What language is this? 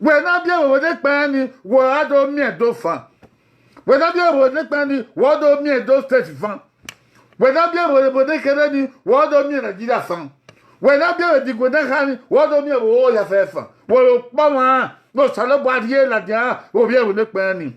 Bini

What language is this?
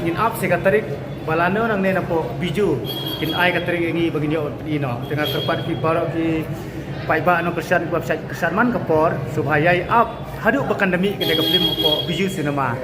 Khasi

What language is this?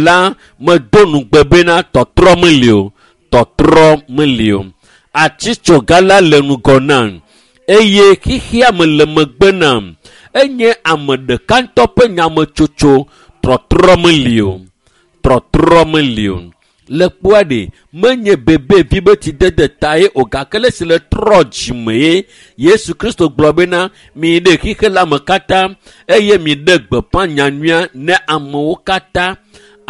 Ewe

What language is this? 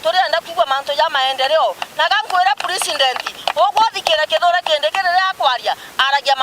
Meru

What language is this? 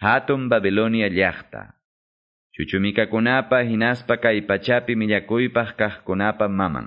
Quechua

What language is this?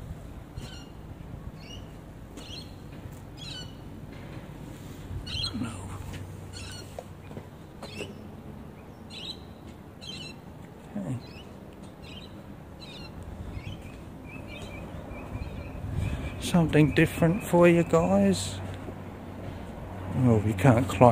English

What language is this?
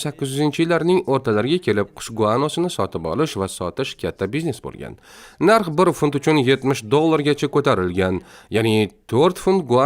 Uzbek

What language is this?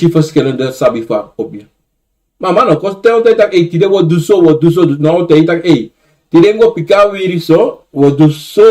Sranan Tongo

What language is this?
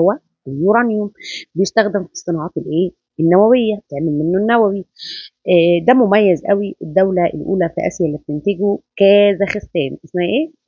Egyptian Arabic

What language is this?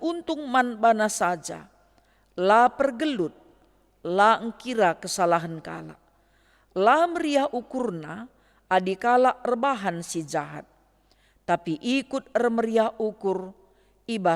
Batak Karo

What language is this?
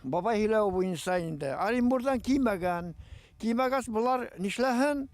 Bashkir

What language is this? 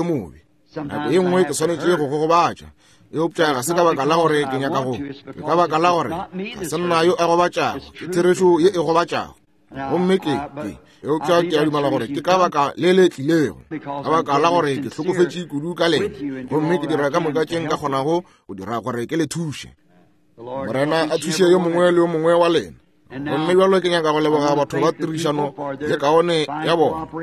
Northern Sotho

